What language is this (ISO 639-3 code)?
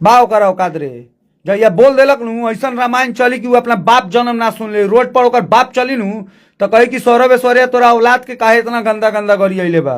bho